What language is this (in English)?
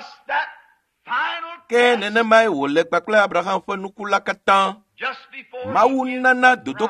Ewe